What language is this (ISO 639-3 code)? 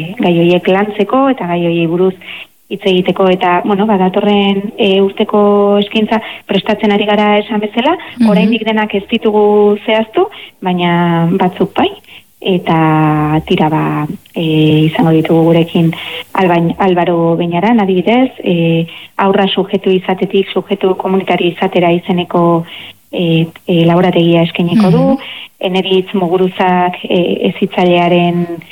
eus